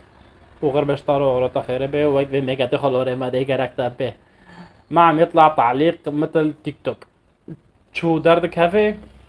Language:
North Levantine Arabic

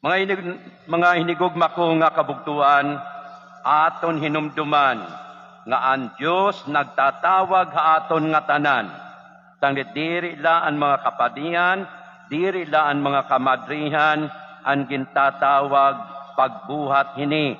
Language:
Waray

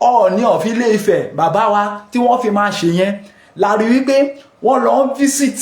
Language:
Yoruba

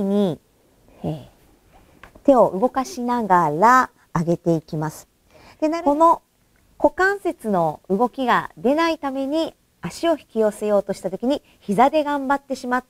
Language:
Japanese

